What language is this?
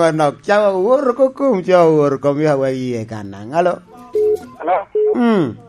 Lango (Uganda)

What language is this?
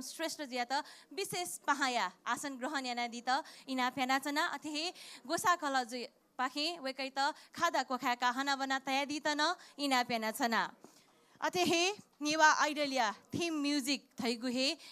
Newari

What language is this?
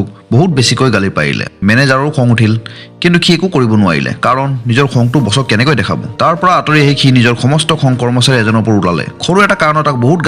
Assamese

